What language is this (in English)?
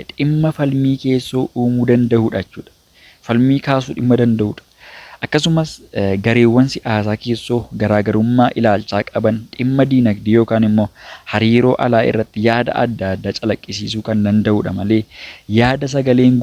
Oromo